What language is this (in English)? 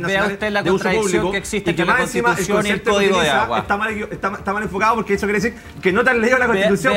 Spanish